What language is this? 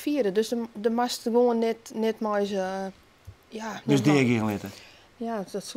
Western Frisian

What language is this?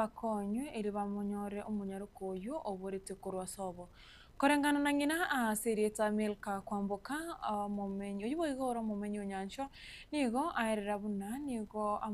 Gusii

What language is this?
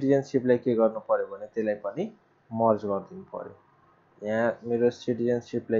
Nepali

